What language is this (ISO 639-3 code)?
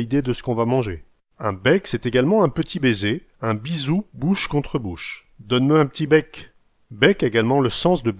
pcd